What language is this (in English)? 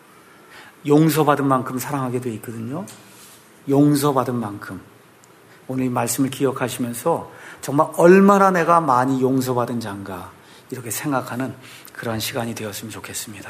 Korean